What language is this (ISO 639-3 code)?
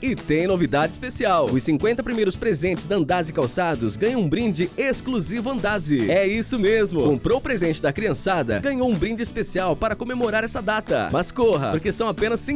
por